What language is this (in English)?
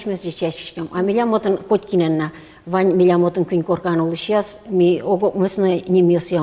Udmurt